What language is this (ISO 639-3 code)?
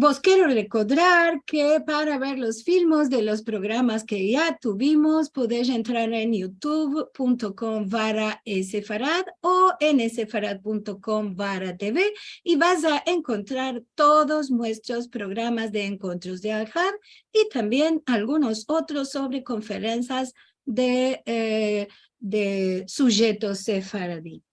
lad